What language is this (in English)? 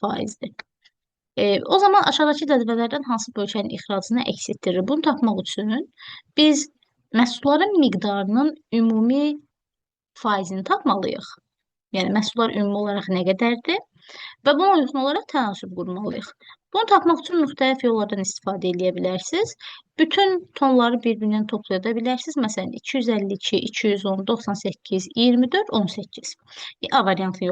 Azerbaijani